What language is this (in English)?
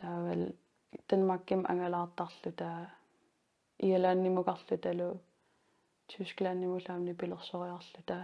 Kalaallisut